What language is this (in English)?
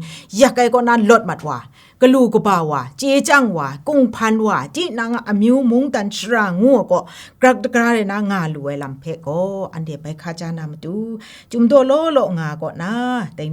Kachin